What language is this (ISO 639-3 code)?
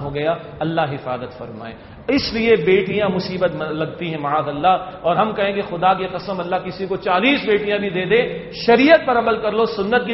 urd